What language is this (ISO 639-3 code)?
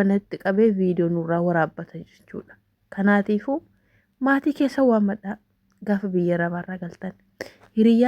orm